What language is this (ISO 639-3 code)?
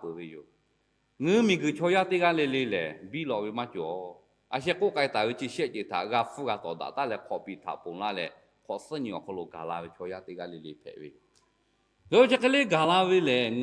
lhu